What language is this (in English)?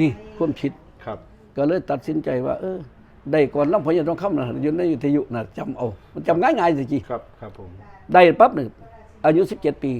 Northeastern Thai